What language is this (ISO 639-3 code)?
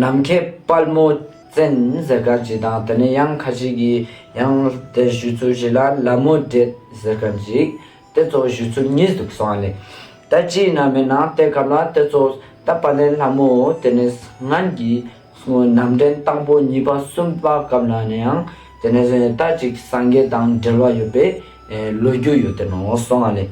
lbj